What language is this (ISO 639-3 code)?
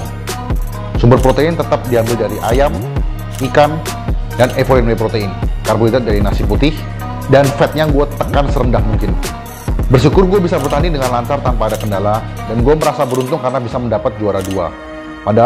ind